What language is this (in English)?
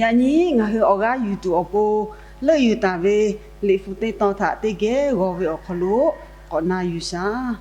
Lahu